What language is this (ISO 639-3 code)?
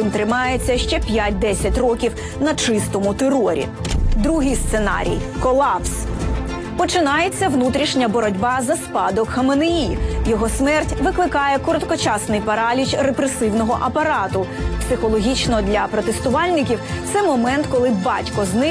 ukr